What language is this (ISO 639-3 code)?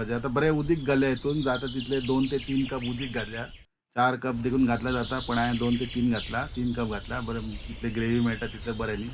kok